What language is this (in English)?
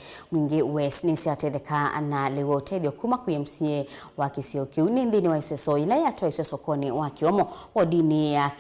Kamba